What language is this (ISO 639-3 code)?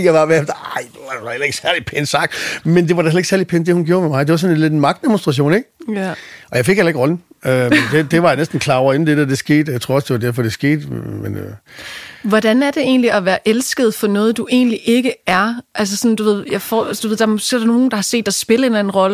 dan